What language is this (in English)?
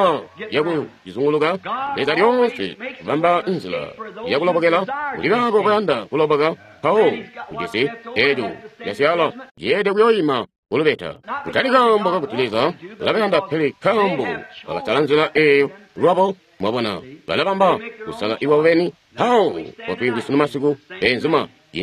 Tonga (Zambia)